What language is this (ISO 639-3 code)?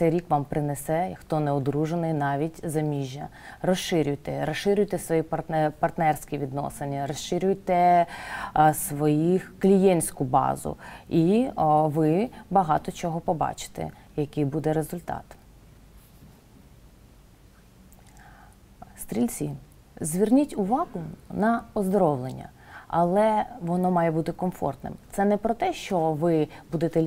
ukr